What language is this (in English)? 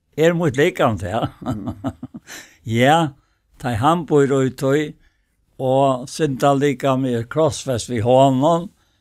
Faroese